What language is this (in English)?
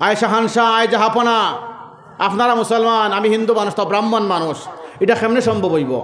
Sylheti